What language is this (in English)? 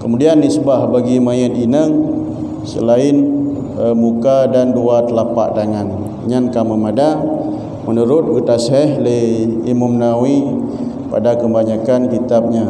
Achinese